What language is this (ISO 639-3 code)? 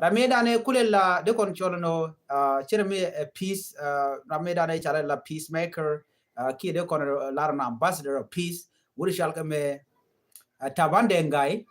nus